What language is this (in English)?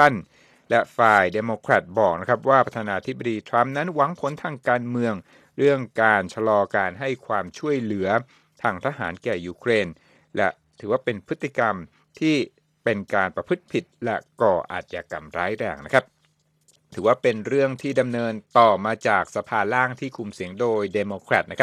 Thai